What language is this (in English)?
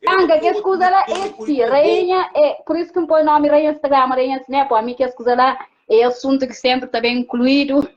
Kabuverdianu